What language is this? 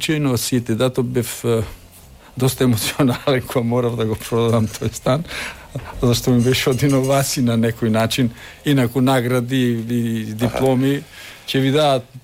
Macedonian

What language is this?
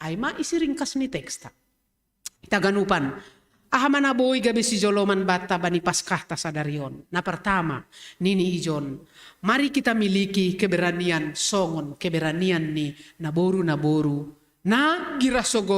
Batak Simalungun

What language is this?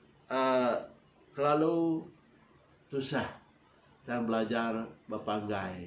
Iban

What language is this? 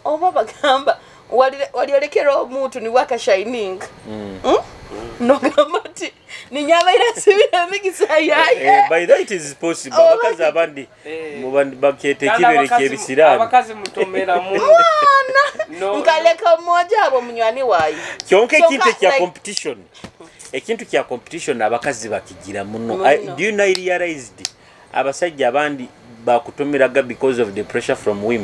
Nyoro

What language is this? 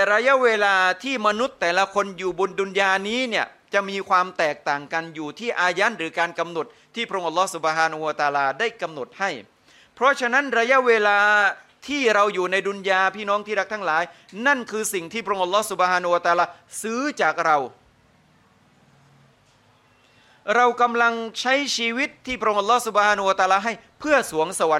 Thai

